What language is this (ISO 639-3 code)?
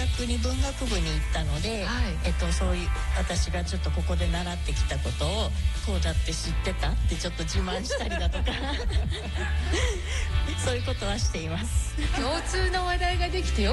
jpn